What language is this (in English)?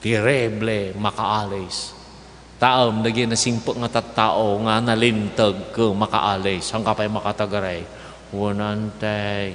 Iloko